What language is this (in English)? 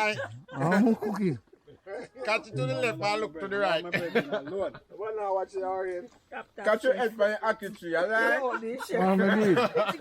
Jamaican Creole English